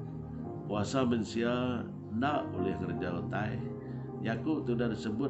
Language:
Iban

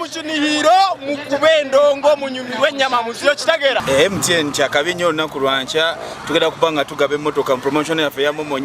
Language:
Nyankole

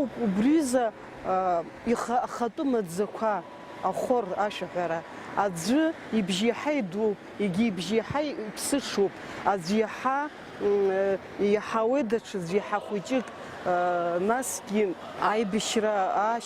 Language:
Abkhazian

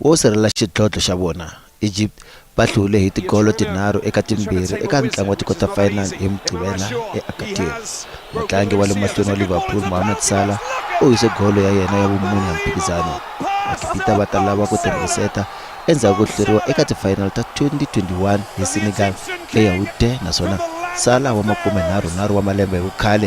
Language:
Tsonga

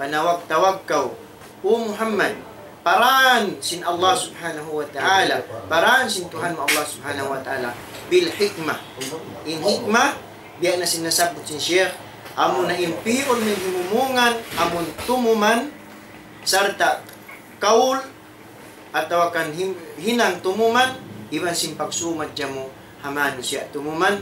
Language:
Tausug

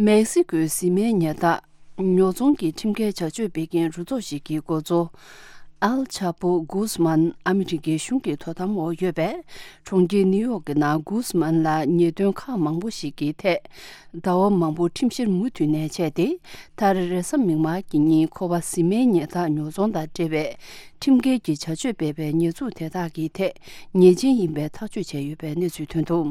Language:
Tibetan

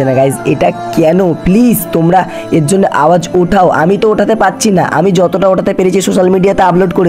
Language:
Bangla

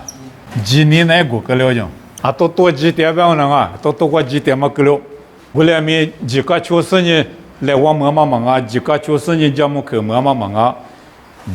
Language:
Lisu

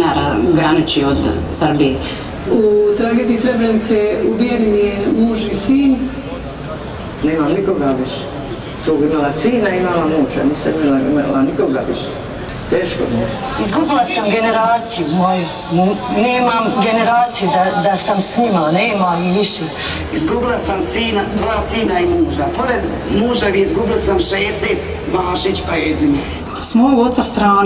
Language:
Bosnian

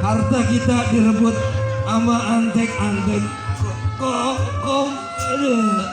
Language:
Betawi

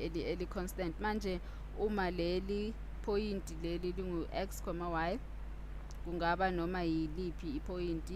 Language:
Zulu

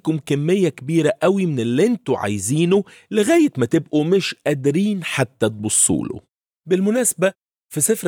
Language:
Egyptian Arabic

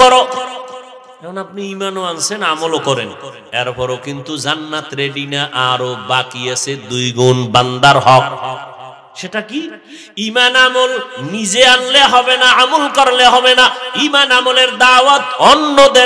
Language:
Bangla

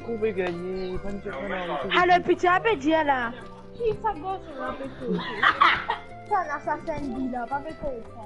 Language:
Morisyen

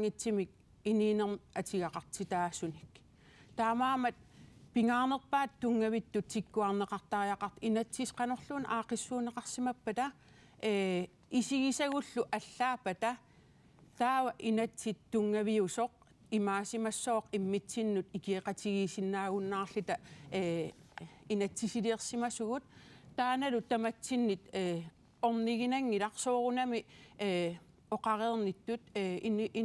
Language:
Kalaallisut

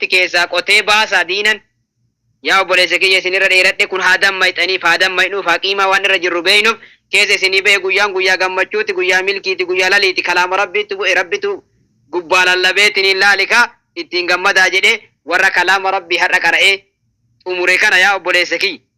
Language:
Oromo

